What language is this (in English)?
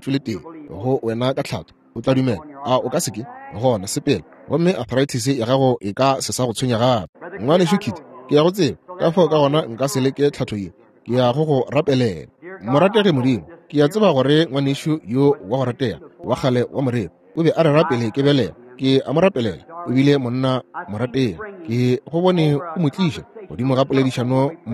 Northern Sotho